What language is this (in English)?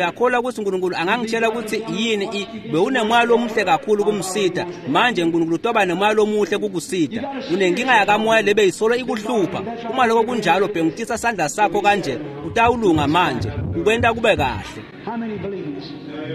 Swati